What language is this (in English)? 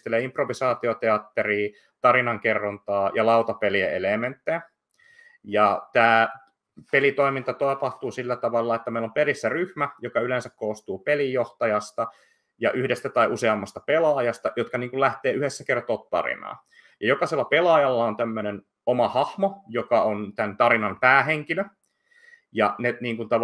Finnish